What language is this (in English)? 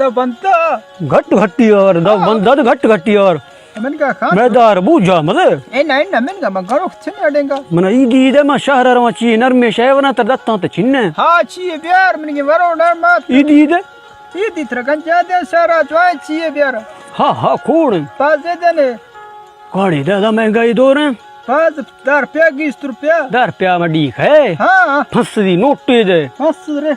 Baluchi